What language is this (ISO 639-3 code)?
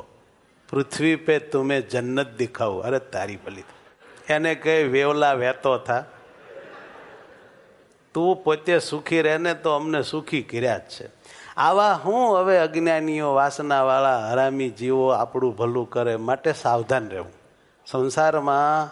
guj